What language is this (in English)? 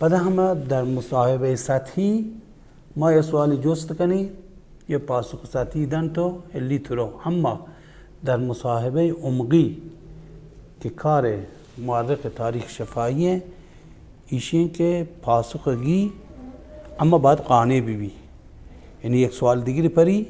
Baluchi